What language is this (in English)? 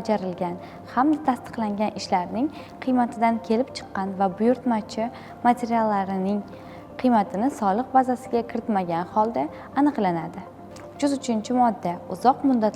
Uzbek